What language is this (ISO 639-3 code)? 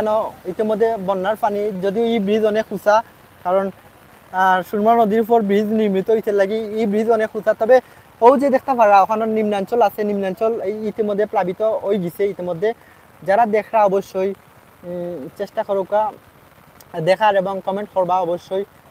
syl